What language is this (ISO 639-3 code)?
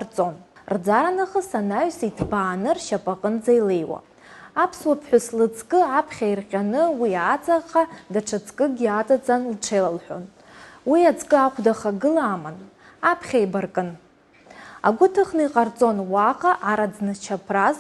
abk